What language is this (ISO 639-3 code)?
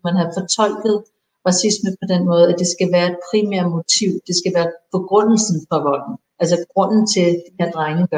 dan